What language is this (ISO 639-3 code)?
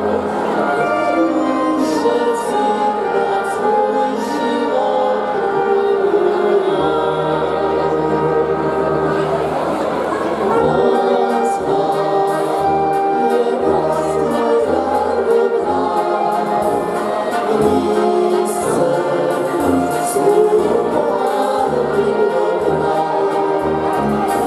slk